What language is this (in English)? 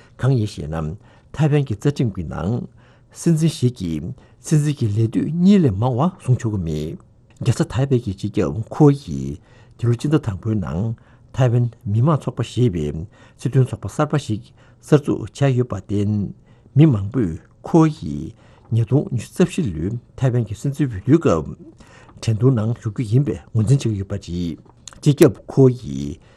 Tibetan